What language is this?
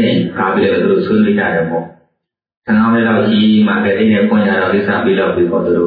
Burmese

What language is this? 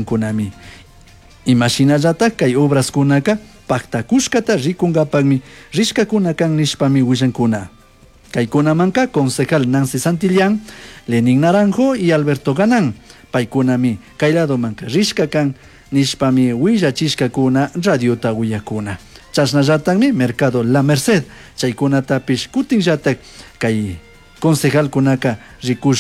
Chimborazo Highland Quichua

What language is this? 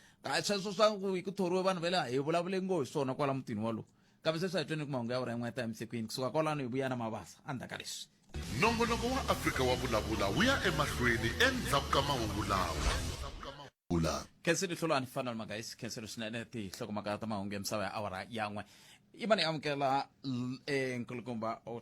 Tsonga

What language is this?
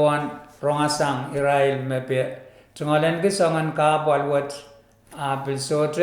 Pohnpeian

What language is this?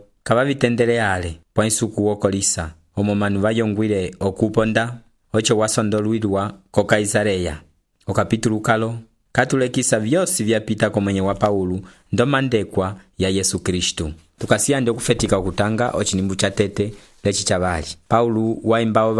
Umbundu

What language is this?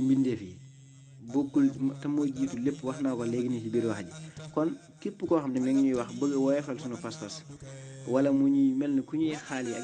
Wolof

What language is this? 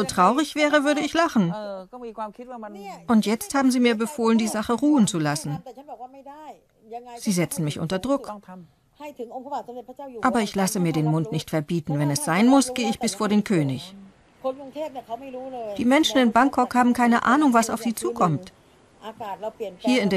German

